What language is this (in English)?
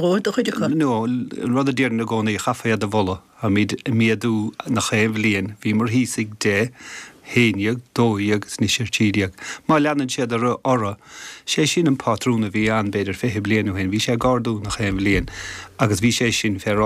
Irish